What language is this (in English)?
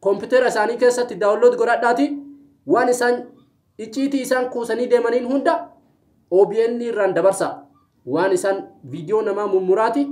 Oromo